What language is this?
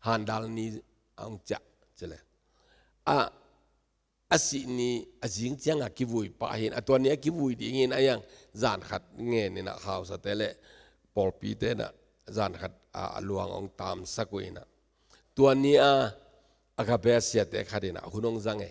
Tedim Chin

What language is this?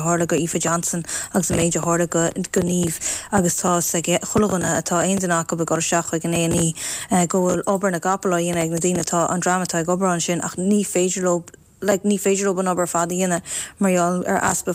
Irish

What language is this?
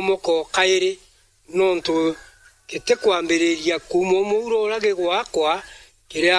Meru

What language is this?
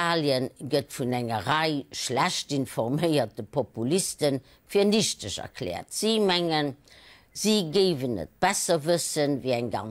Luxembourgish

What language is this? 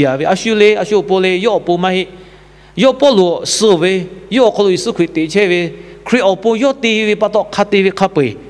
Lahu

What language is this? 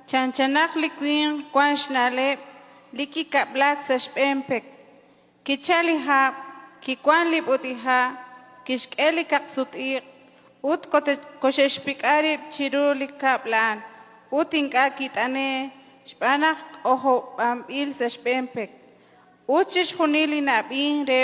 Kekchí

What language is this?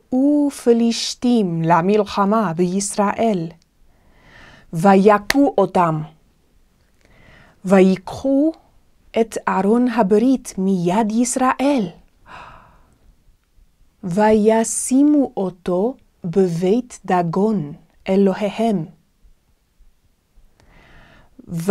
Hebrew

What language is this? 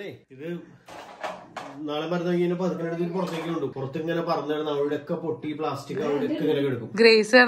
Malayalam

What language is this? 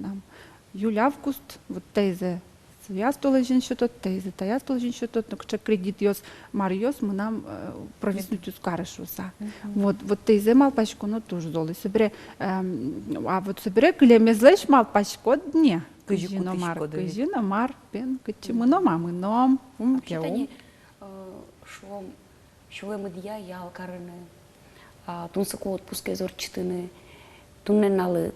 Udmurt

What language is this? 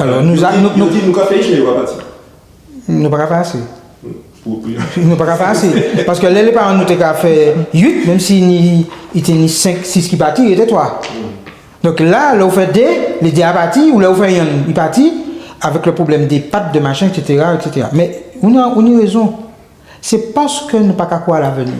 Guadeloupean Creole French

